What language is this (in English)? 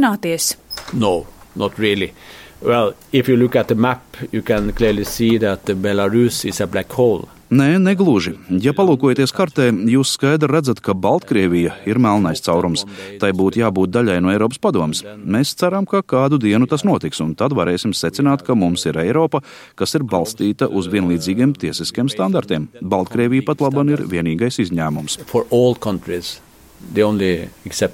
Latvian